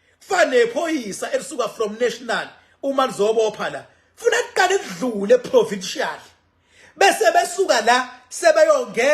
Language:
Zulu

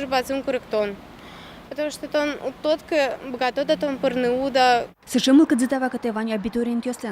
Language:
Udmurt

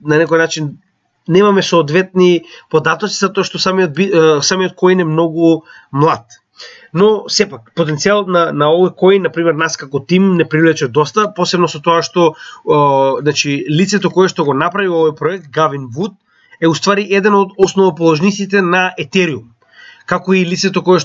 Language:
Macedonian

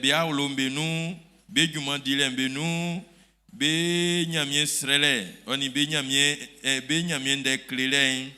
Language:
Baoulé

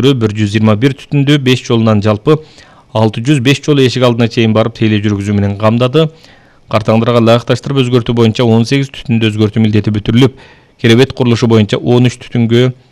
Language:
Kyrgyz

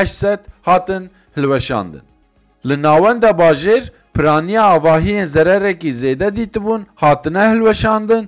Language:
Kurdish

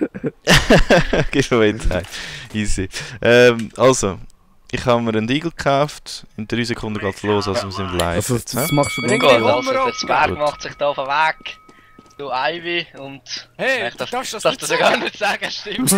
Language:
Swiss German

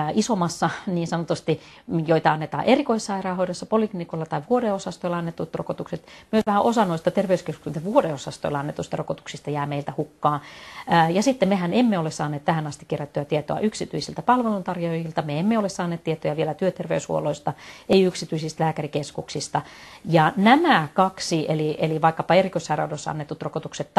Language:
Finnish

